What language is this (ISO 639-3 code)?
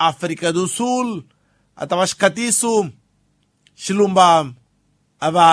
tso